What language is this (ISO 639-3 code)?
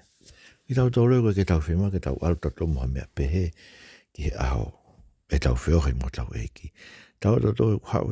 ton